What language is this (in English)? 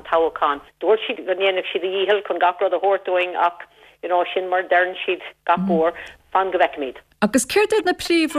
Irish